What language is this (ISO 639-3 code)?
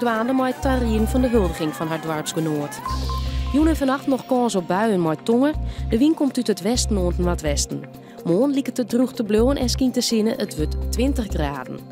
fry